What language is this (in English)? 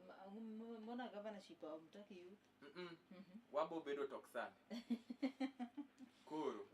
Luo (Kenya and Tanzania)